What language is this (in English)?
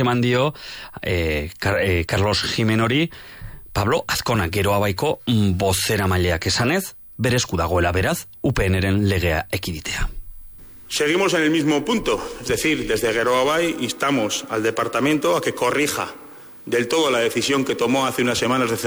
Basque